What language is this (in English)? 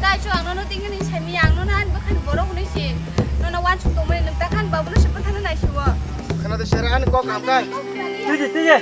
Kok Borok